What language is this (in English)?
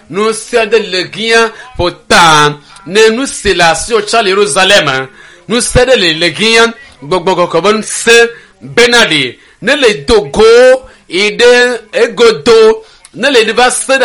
Ewe